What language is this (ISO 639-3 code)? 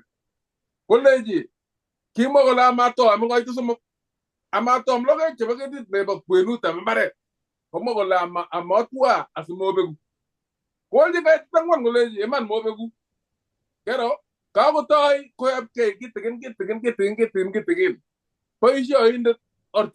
kln